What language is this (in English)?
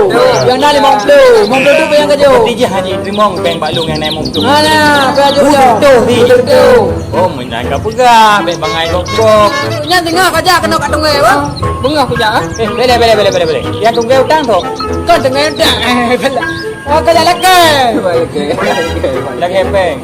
Achinese